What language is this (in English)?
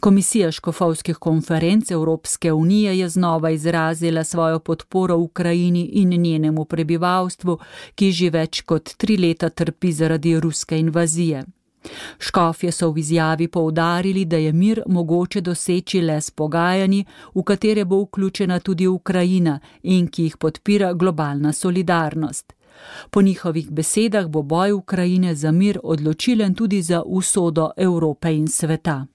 Slovenian